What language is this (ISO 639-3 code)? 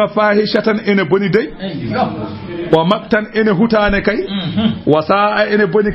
ful